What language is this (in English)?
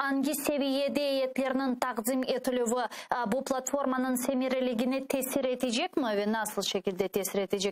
Crimean Tatar